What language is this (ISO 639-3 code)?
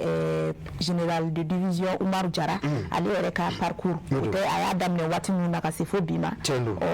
bam